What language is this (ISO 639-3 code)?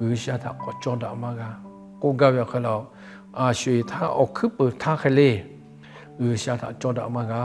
lhu